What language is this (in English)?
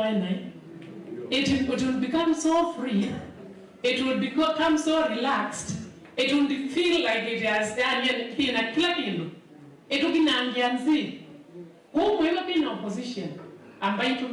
Kamba